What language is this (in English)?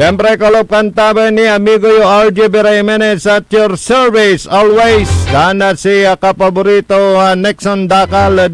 Pangasinan